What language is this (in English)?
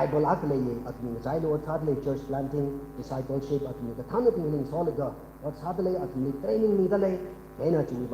Tangkhul Naga (India)